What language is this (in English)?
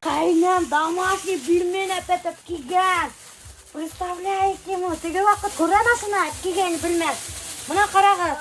Bashkir